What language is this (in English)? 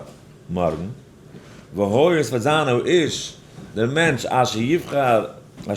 Yiddish